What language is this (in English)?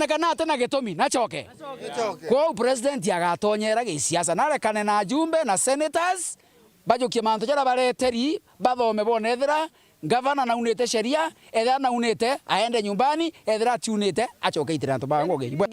Meru